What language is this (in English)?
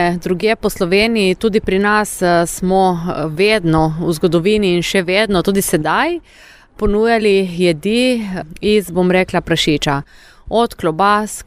Slovenian